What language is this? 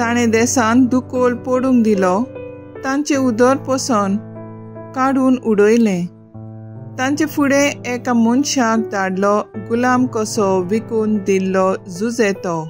Konkani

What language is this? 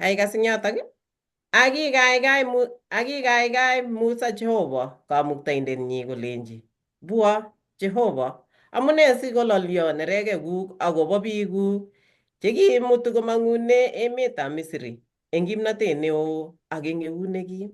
Kalenjin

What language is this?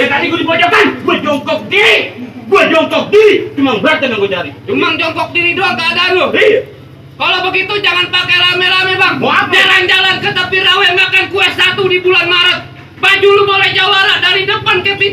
Betawi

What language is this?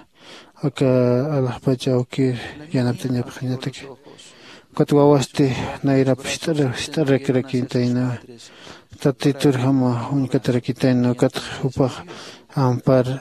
Aymara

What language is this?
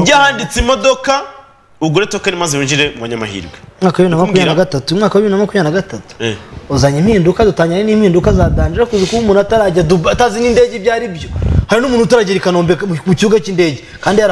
Kinyarwanda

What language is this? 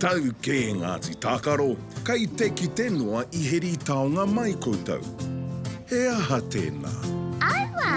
Māori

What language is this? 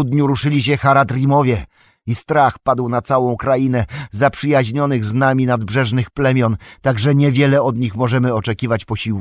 Polish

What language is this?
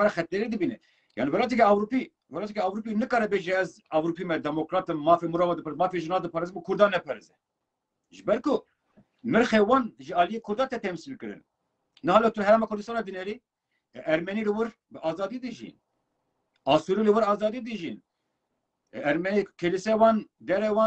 Kurdish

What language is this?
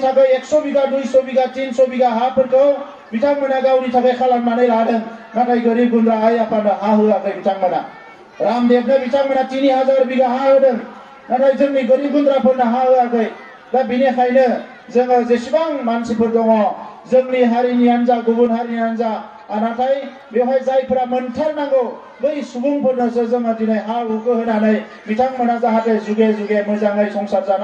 Bodo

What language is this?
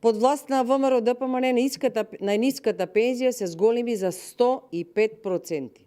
Macedonian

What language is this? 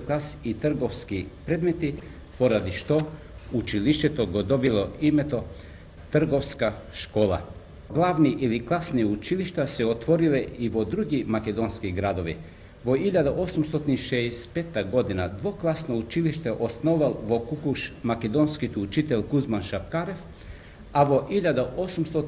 Macedonian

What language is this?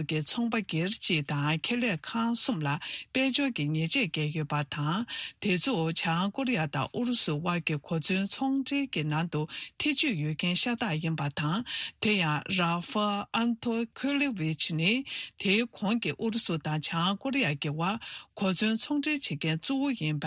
Tibetan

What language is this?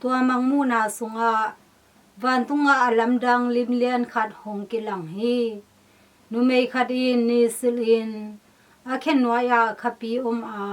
Tedim Chin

